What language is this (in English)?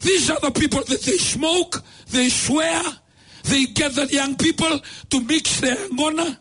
Fijian